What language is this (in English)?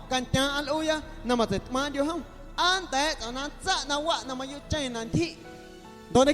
Guerrero Amuzgo